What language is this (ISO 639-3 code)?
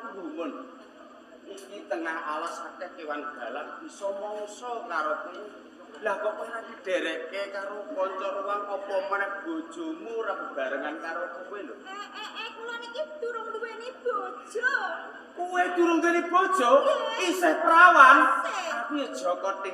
jav